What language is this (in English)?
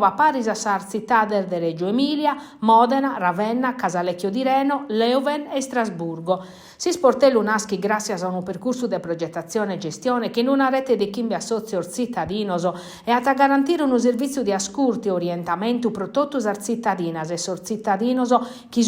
Sardinian